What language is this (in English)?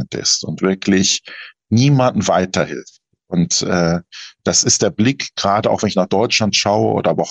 German